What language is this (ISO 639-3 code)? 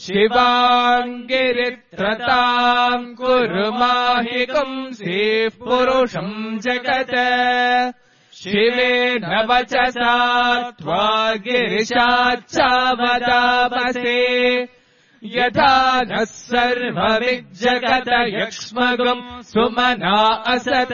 san